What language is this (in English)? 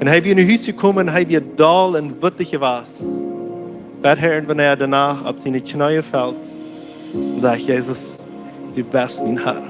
Plautdietsch